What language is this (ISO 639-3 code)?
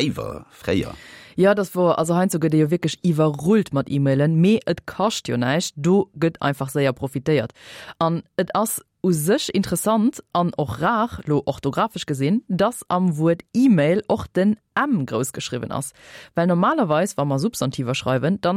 ltz